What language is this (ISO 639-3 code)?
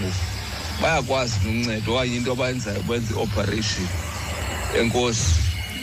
xho